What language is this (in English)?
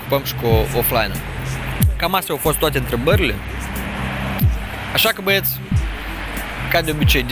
Romanian